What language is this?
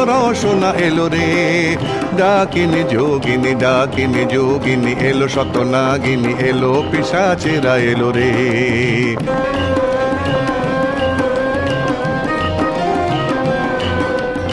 Bangla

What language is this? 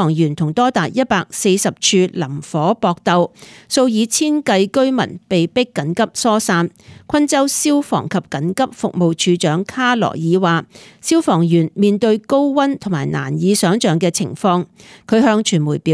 Cantonese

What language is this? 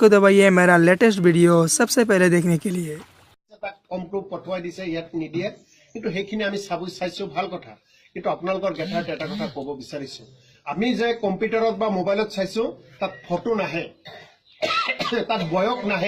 Assamese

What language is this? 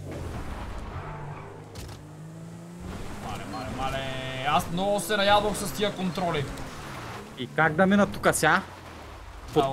Bulgarian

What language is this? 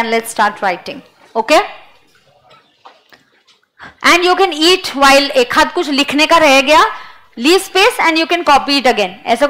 Hindi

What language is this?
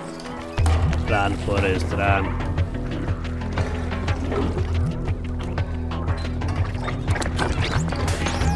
Greek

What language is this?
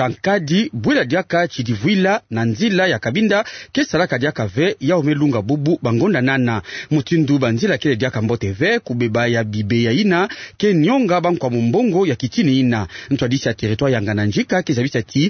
Kituba (Democratic Republic of Congo)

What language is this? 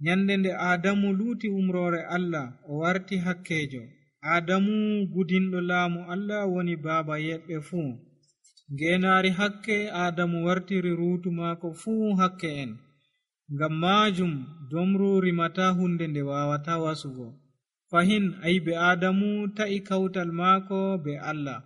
Nigerian Fulfulde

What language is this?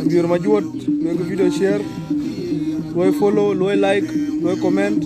Dinka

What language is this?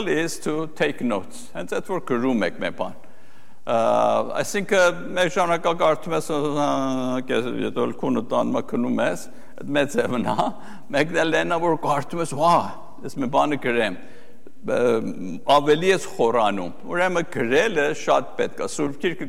Armenian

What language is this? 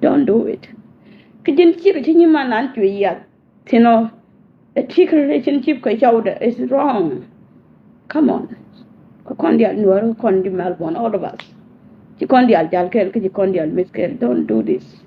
Nuer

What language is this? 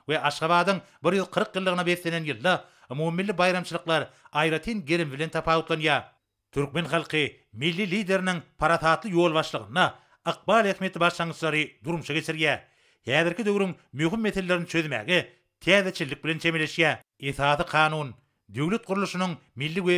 Turkmen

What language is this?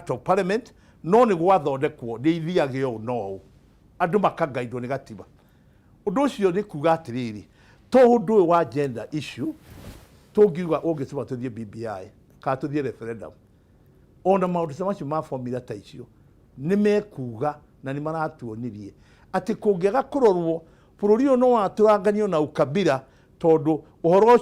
Kikuyu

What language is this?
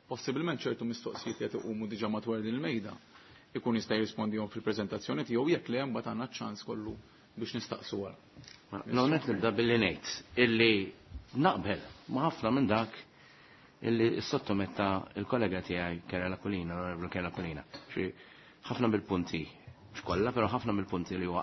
Maltese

